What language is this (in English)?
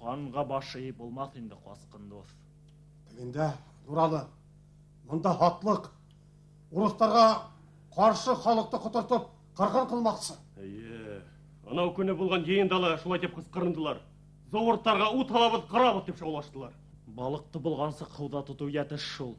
Bashkir